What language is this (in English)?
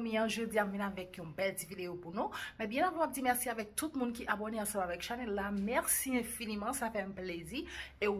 Haitian Creole